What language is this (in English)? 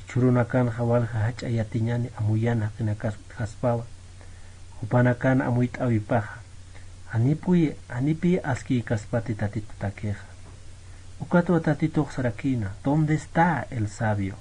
Aymara